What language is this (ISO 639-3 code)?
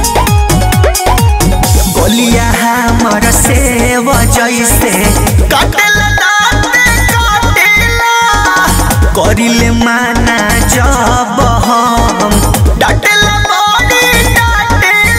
bho